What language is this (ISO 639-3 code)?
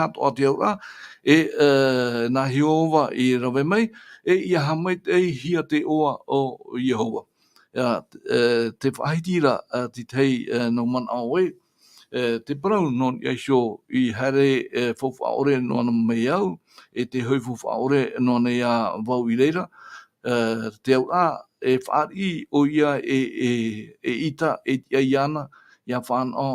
tah